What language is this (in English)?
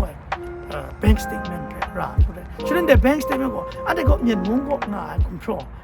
Kachin